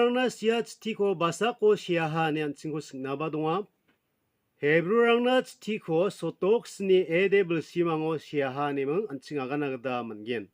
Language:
Garo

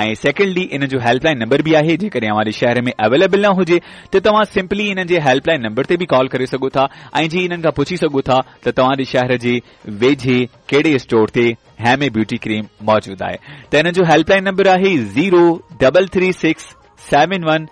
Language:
Sindhi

